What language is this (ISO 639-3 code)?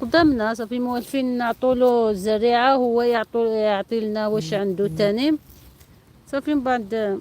arq